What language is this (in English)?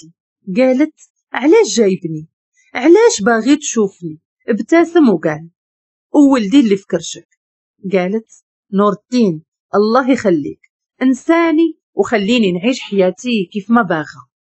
Moroccan Arabic